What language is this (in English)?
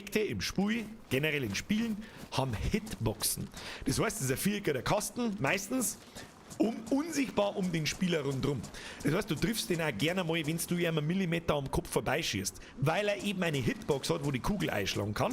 Bavarian